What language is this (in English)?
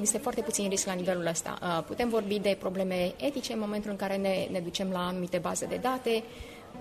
Romanian